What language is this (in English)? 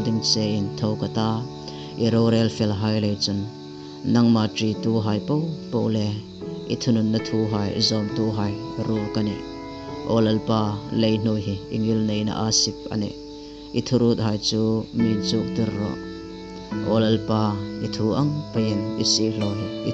Hmar